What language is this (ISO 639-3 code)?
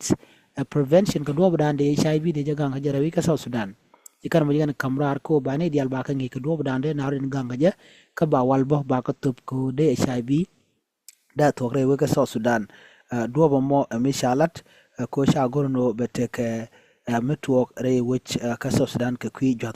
nus